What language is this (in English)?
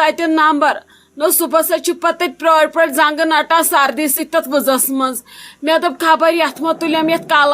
Kashmiri